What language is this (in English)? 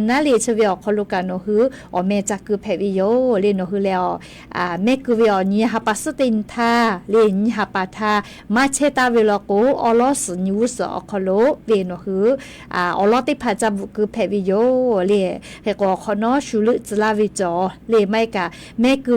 Lahu